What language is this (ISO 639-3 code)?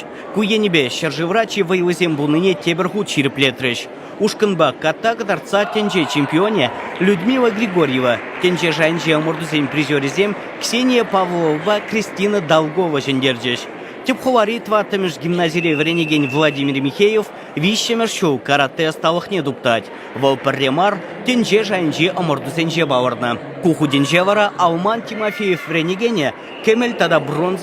chv